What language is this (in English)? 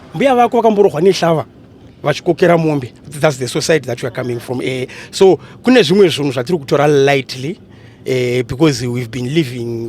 Shona